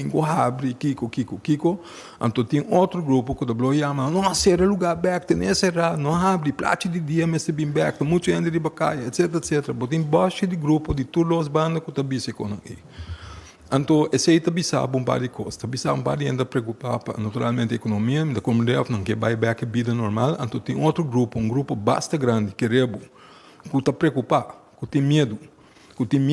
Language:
Papiamento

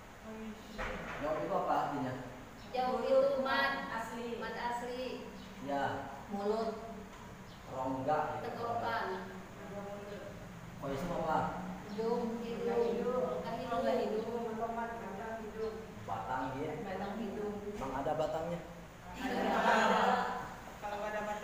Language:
Indonesian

